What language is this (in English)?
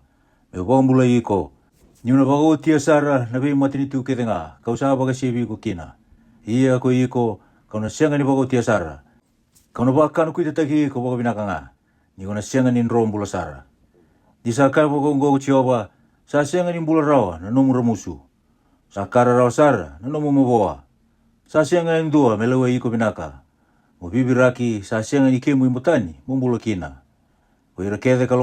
Fijian